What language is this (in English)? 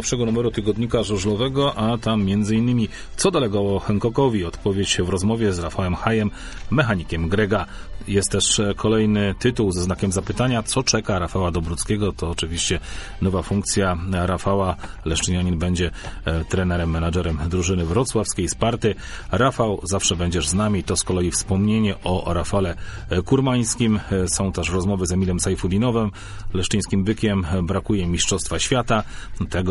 Polish